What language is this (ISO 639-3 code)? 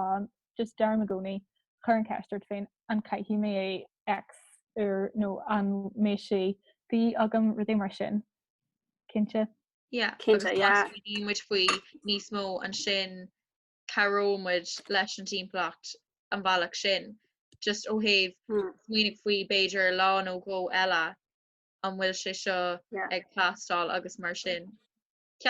gle